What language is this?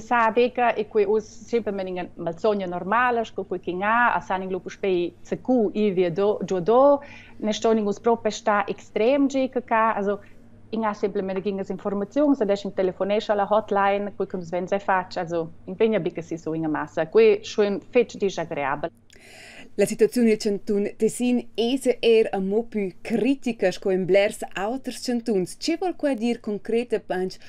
Romansh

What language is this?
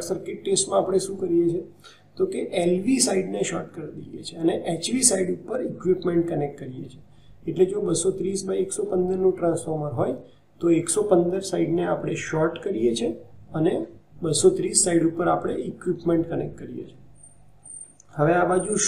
Gujarati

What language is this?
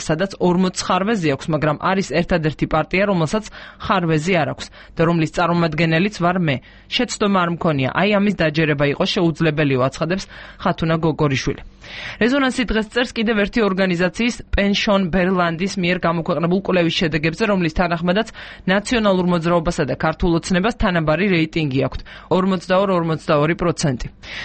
Georgian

